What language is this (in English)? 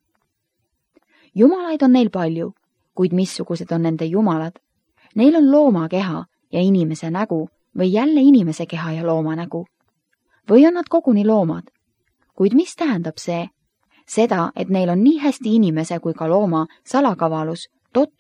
Estonian